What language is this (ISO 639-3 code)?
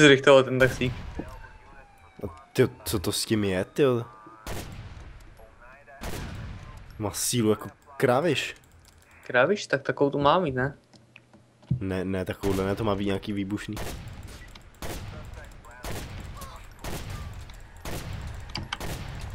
ces